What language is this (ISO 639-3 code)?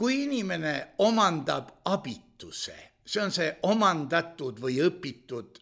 est